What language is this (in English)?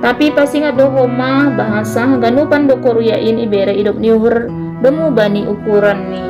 Batak Simalungun